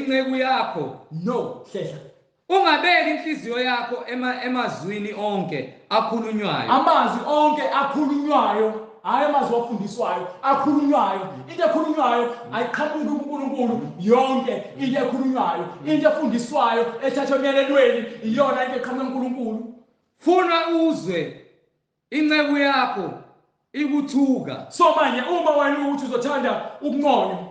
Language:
Zulu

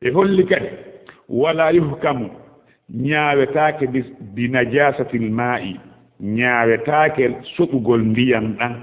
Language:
Fula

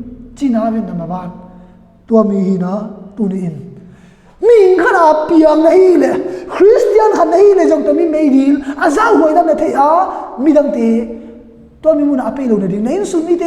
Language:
Tedim Chin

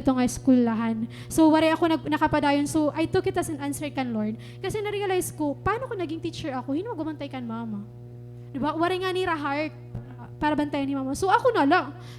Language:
Waray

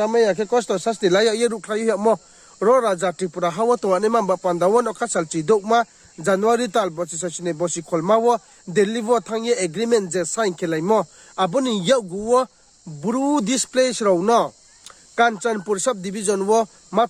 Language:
Riang (India)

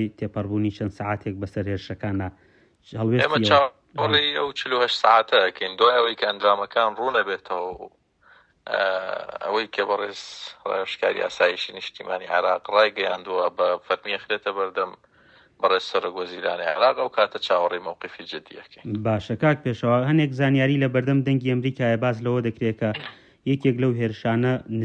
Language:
Central Kurdish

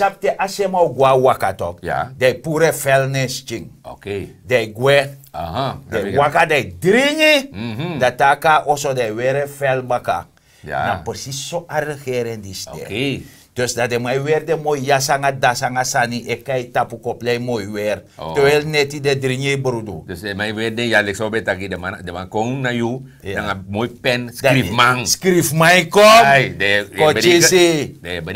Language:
Sranan Tongo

